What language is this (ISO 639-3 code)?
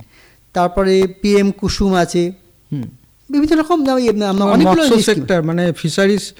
ben